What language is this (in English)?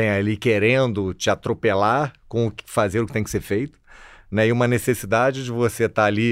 Portuguese